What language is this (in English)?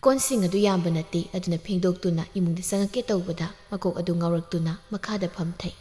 Manipuri